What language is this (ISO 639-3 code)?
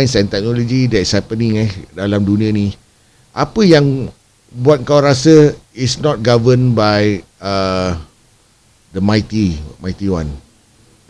msa